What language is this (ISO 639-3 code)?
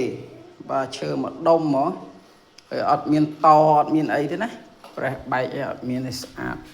khm